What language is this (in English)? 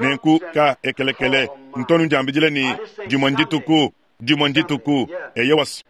Luba-Lulua